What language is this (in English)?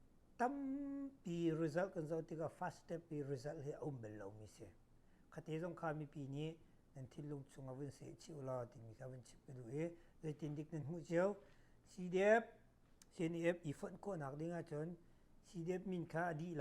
Hakha Chin